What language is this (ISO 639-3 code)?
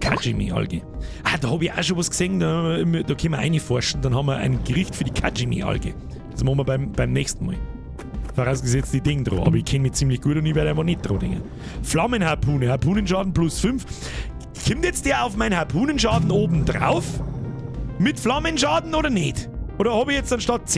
bar